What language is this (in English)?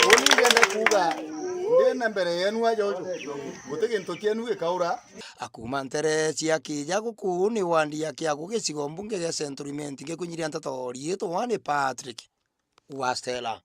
Meru